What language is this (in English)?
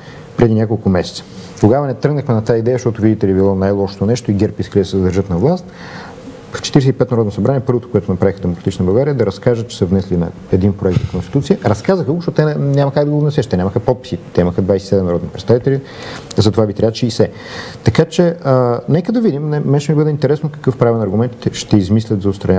Bulgarian